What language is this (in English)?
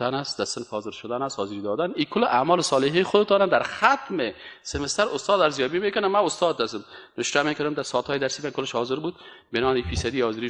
Persian